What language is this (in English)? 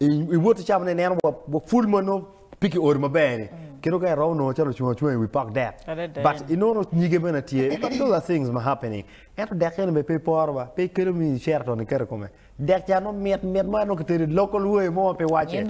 Acoli